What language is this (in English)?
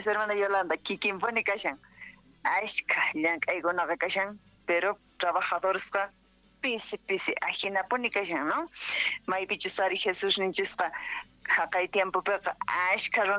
South Bolivian Quechua